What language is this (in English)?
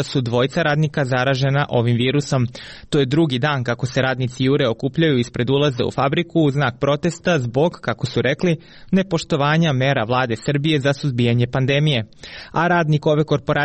Serbian